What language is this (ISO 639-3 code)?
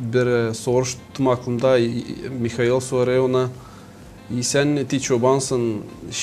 gag